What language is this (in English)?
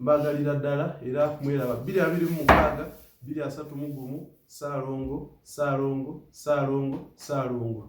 Ganda